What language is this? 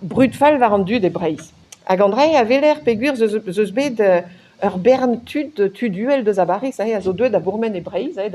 Breton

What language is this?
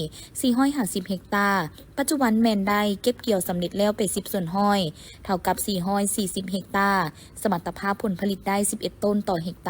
Lao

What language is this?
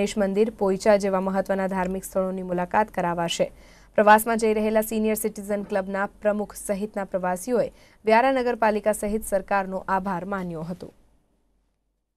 Gujarati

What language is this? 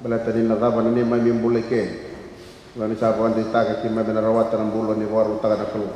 Fijian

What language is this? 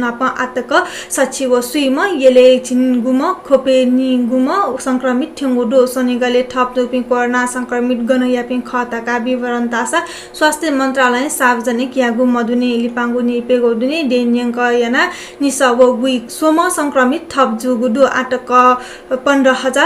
Newari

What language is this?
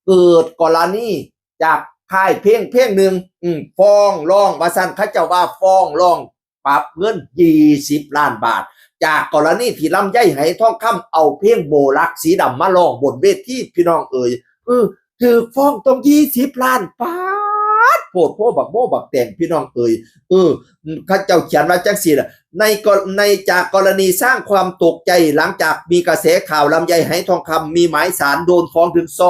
Northeastern Thai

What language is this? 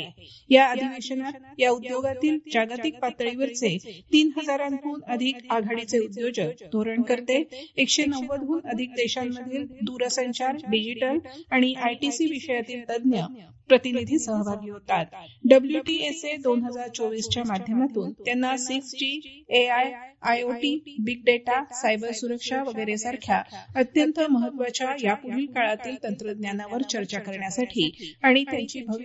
Marathi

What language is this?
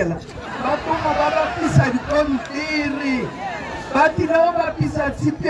Tswana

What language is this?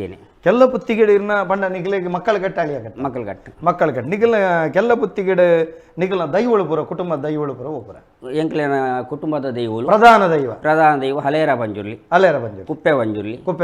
Tulu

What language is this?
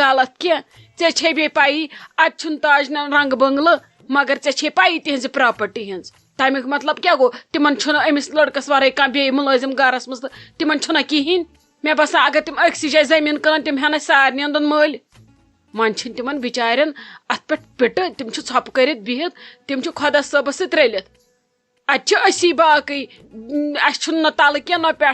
Kashmiri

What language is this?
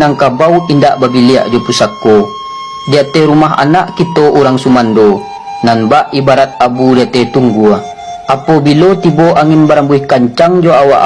Minangkabau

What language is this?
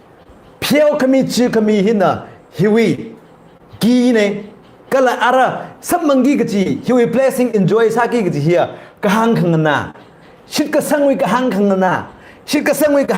Tangkhul Naga (India)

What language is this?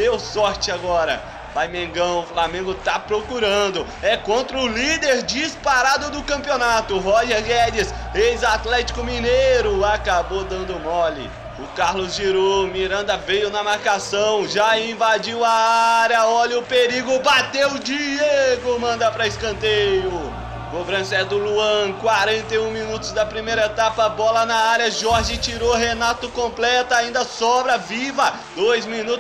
Portuguese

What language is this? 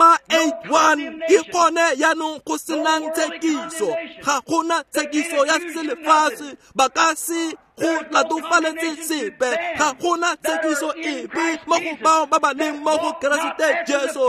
Tswana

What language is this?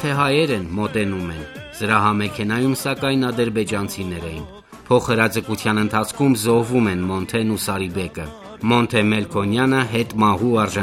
Armenian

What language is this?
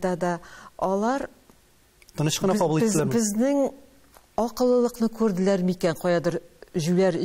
Tatar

